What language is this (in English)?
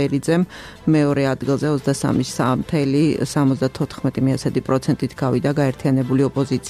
Georgian